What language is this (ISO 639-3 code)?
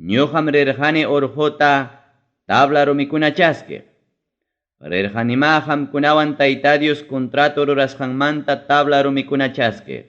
quy